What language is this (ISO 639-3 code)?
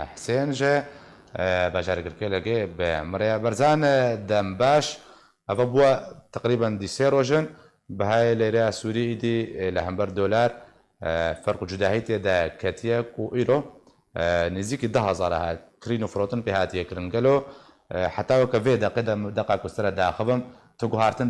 kur